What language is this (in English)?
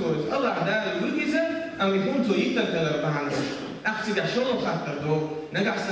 Chechen